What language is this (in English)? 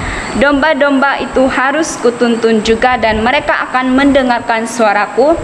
Indonesian